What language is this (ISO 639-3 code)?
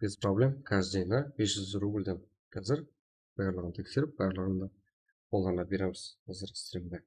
kaa